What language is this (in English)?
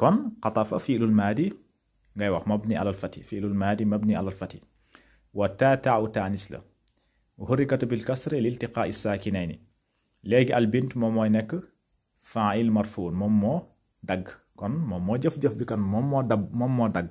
Wolof